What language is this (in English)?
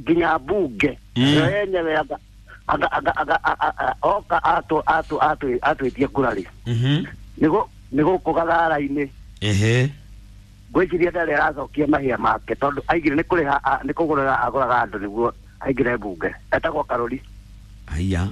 Kikuyu